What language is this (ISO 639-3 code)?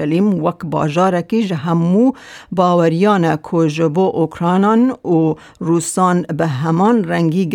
kur